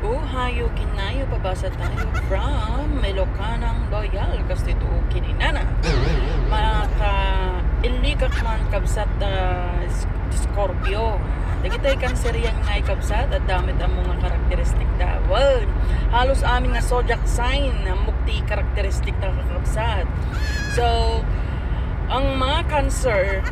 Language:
Iloko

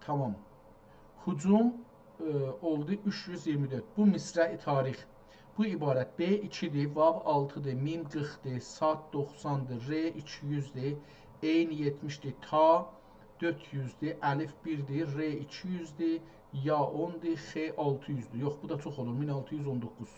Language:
South Azerbaijani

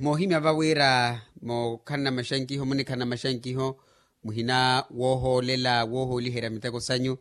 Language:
Makhuwa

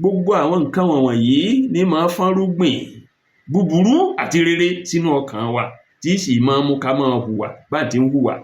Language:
Yoruba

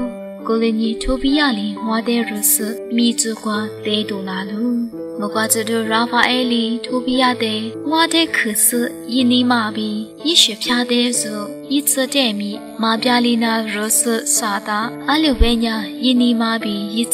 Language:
Lisu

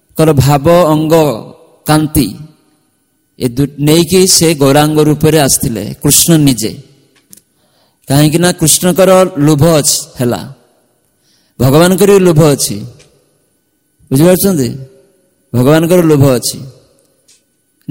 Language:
Odia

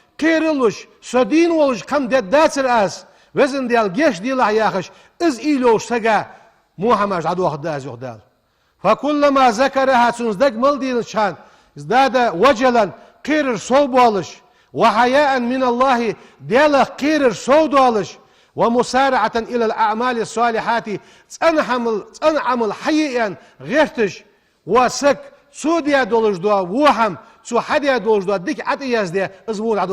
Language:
Ingush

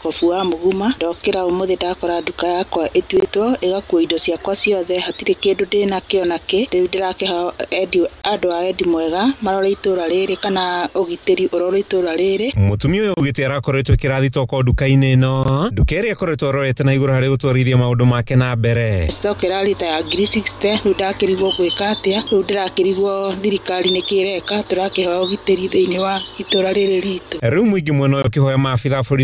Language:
Kikuyu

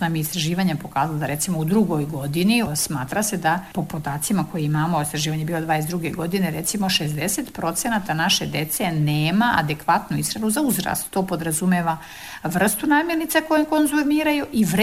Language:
Serbian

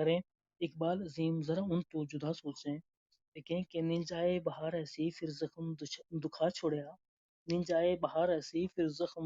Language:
Gujari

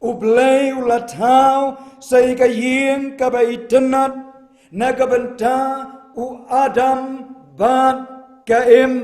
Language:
Khasi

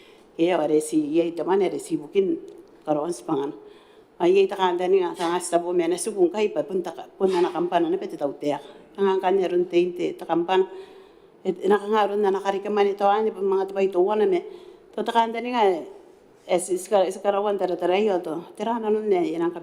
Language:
Gilbertese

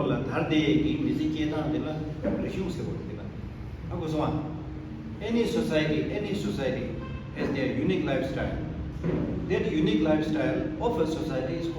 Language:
Tibetan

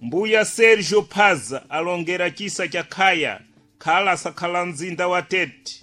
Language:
Sena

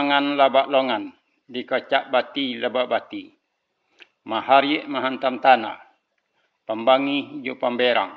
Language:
Minangkabau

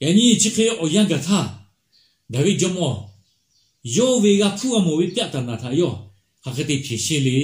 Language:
Lahu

